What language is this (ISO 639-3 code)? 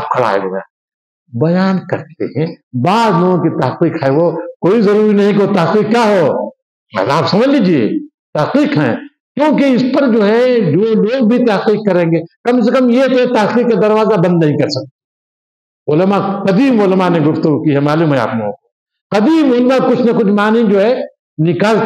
urd